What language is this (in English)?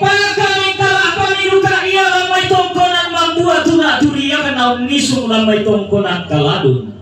Toraja-Sa'dan